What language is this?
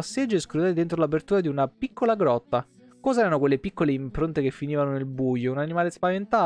Italian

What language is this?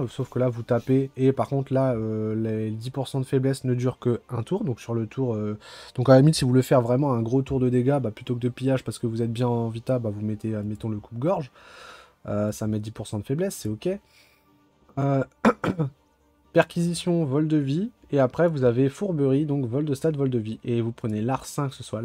French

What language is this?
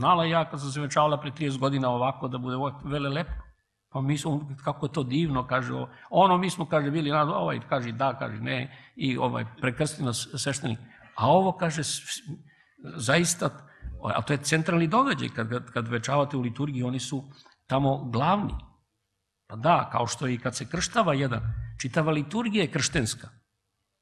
Serbian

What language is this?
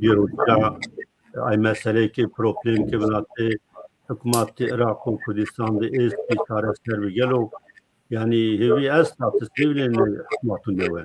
Zaza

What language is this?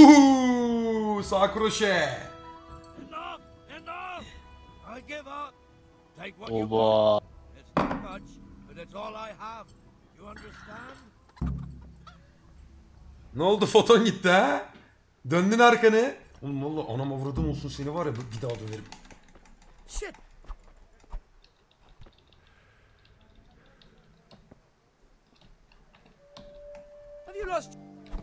Turkish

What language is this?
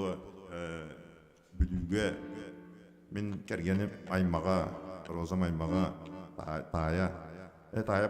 Yakut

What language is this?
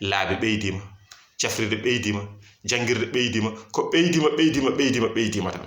Fula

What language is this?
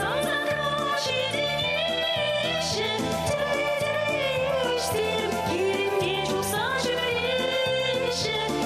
Chuvash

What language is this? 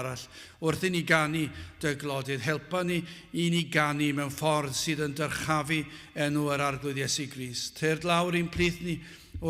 Welsh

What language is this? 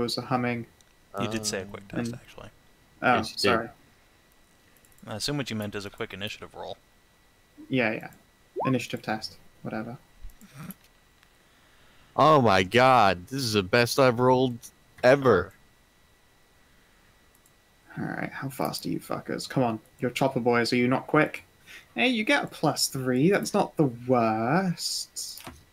English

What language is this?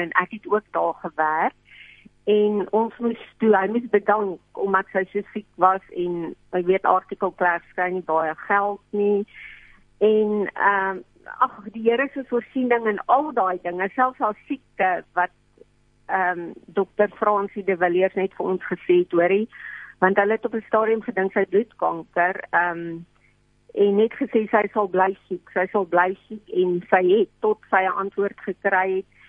Afrikaans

